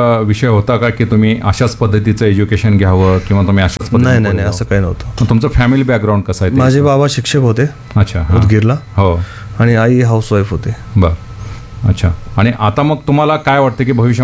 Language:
Marathi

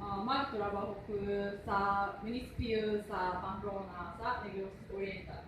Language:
Cebuano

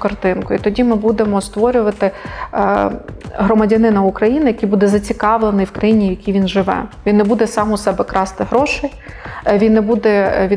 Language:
Ukrainian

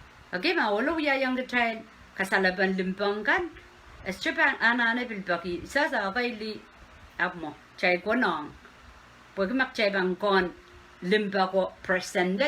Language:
Pohnpeian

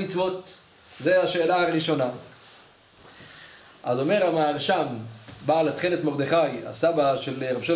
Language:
Hebrew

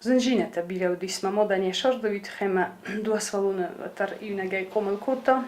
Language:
Ossetic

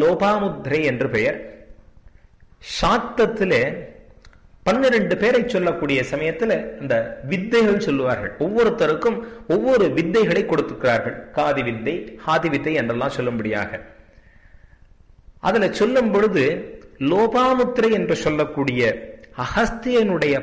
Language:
Tamil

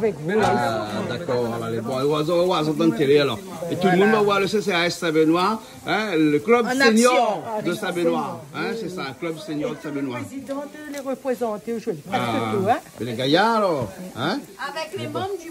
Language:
Réunion Creole French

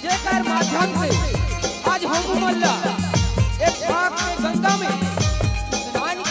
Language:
Chhattisgarhi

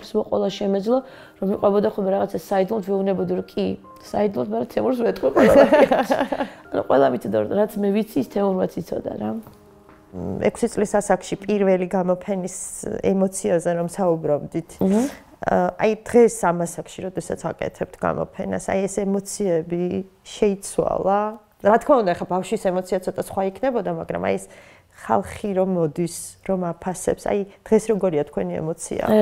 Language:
Georgian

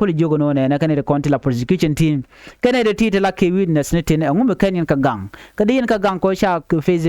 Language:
Nuer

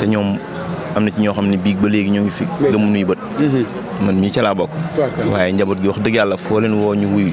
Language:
Wolof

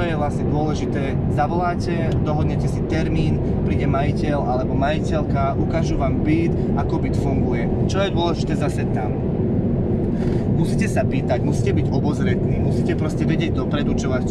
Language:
Slovak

